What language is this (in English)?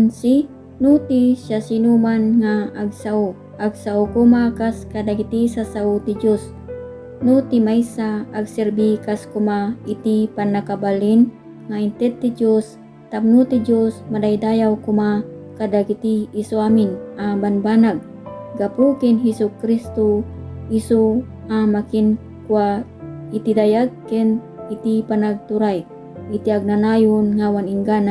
Iloko